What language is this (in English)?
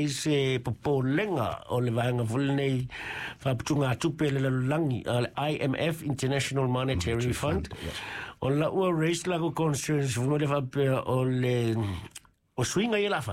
Samoan